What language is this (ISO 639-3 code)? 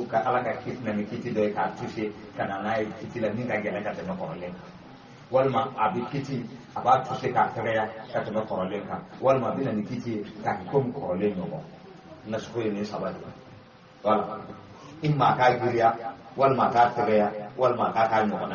bam